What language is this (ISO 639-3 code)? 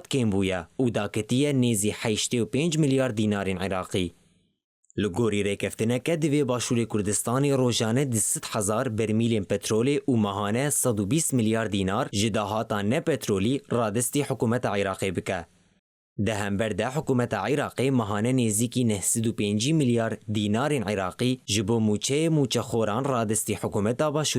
kur